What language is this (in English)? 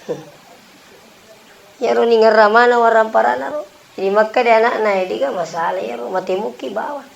Buginese